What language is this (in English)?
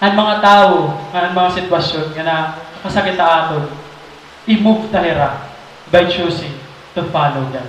Waray